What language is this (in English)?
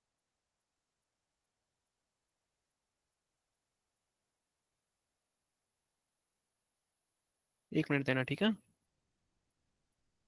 Hindi